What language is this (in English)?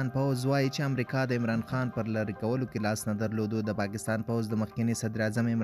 Pashto